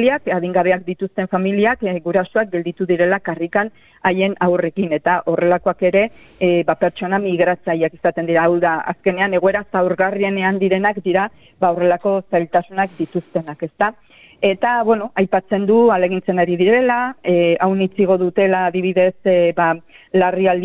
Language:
Basque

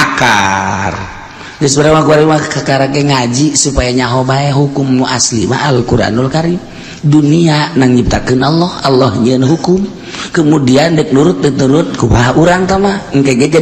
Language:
Sundanese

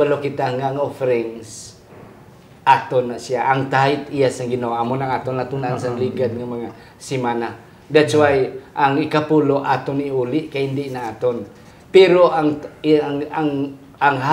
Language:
Hiligaynon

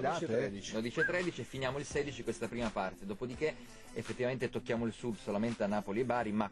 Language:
Italian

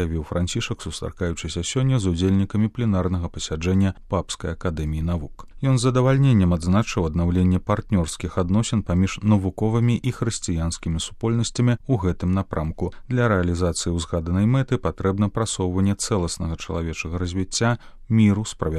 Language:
Belarusian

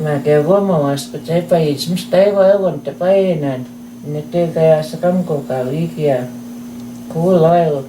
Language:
Plains Cree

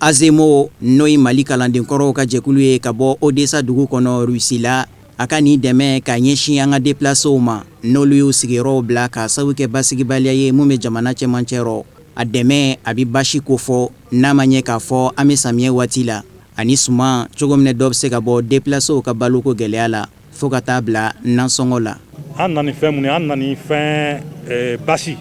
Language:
Bambara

